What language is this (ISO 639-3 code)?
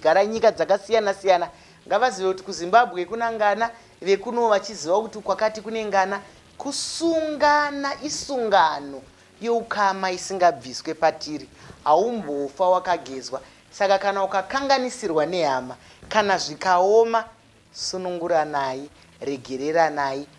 sna